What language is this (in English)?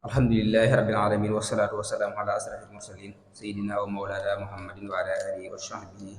Wolof